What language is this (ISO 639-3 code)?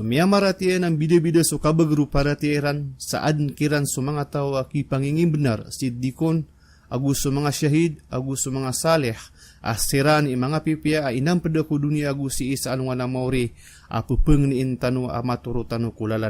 mrw